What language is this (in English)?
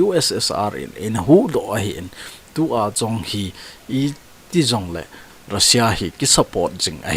Thado Chin